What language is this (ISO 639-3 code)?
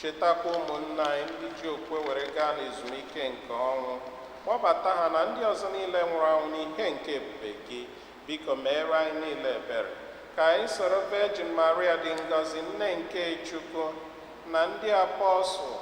ibo